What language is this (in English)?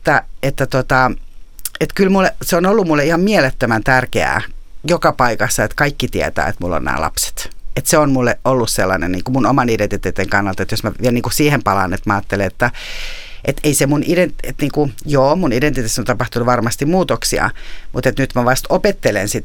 Finnish